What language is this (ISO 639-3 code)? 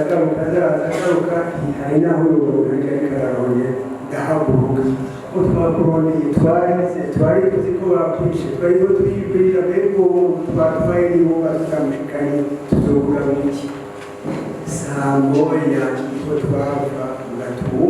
run